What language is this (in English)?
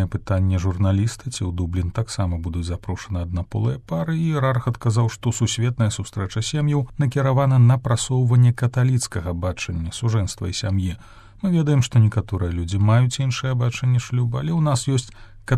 Belarusian